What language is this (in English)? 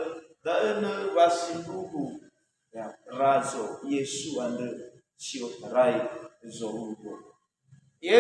Nias